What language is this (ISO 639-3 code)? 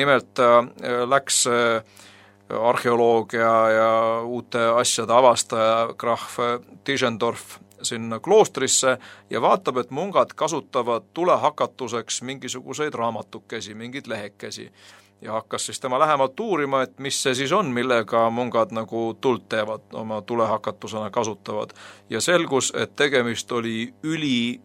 est